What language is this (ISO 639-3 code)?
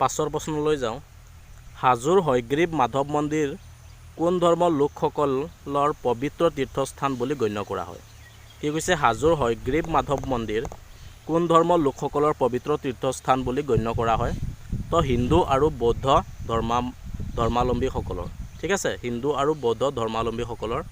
asm